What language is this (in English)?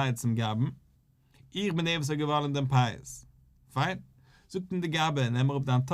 Yiddish